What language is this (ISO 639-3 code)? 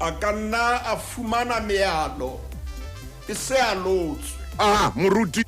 sot